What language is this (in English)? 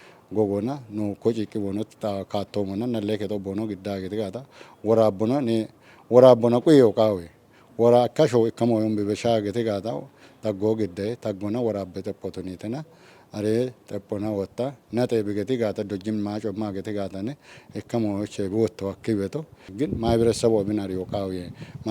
Kafa